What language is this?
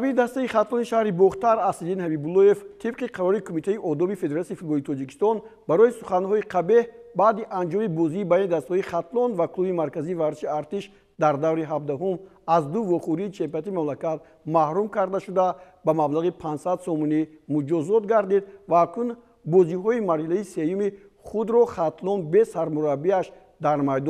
Tajik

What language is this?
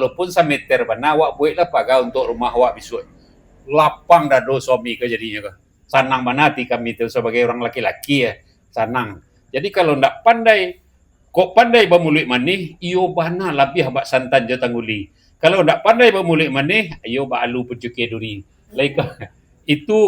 Minangkabau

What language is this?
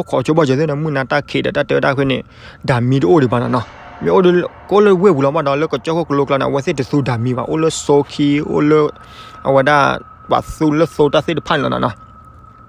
S'gaw Karen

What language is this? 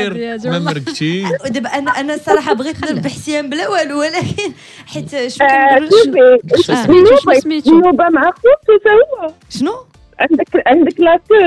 Moroccan Arabic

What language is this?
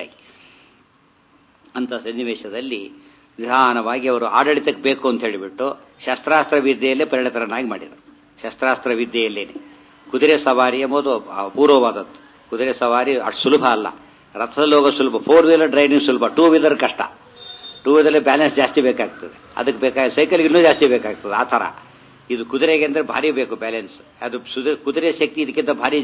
Kannada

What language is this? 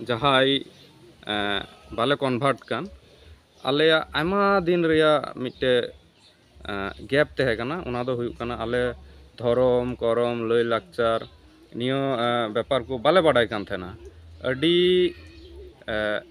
Santali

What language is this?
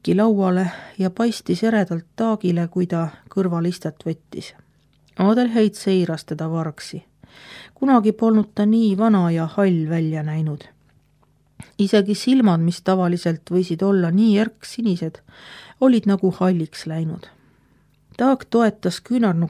Estonian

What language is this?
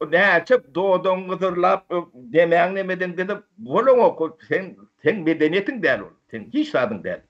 Turkmen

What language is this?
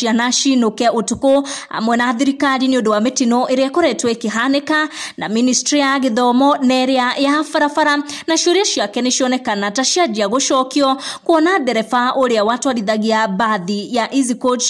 Kikuyu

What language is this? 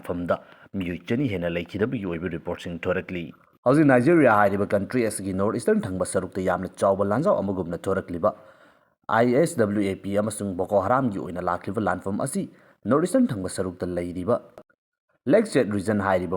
Manipuri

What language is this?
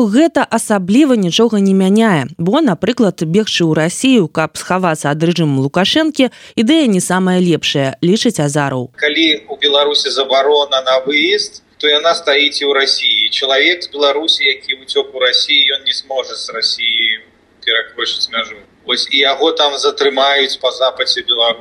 Belarusian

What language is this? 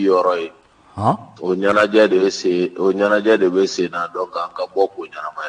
Bambara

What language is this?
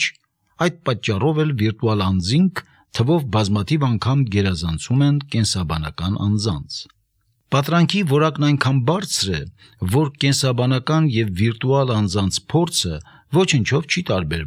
Armenian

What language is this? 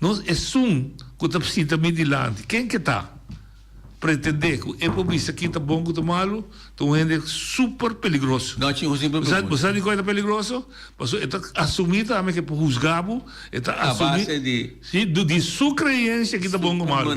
Papiamento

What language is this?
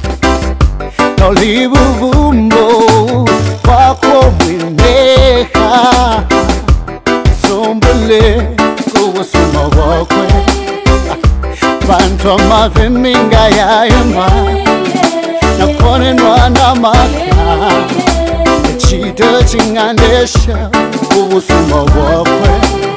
Bemba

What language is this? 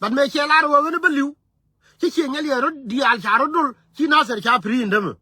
Nuer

